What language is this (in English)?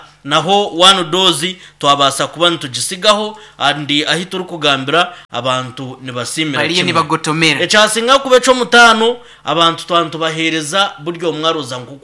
Nyankole